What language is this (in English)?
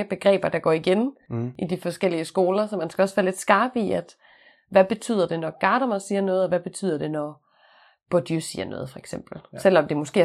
Danish